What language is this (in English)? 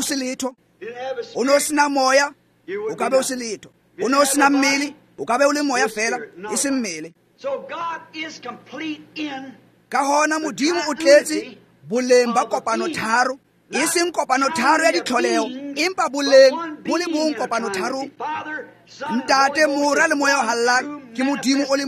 Tswana